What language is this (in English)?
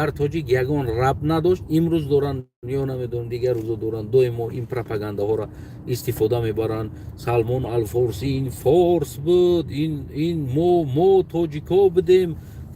Tajik